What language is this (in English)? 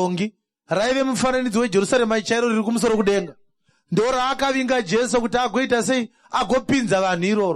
Shona